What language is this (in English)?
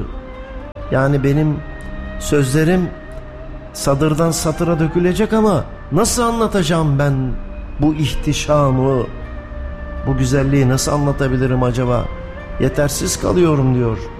Turkish